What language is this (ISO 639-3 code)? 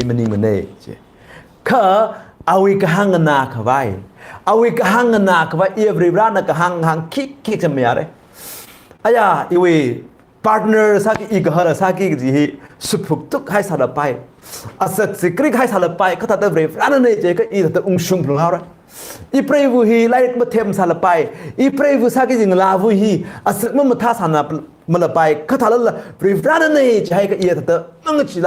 nmf